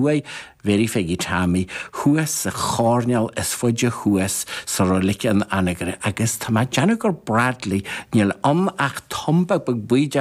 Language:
Irish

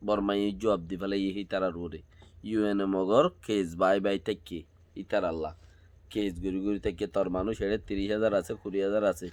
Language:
Rohingya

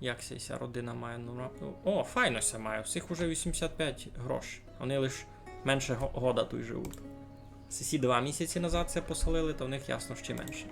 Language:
Rusyn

